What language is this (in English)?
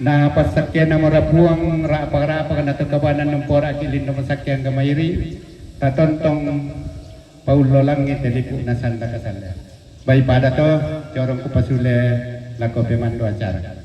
Toraja-Sa'dan